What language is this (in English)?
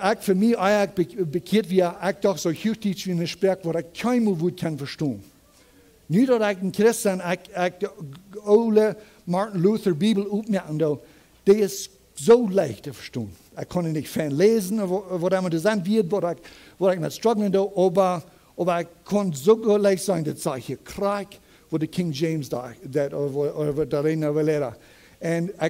Plautdietsch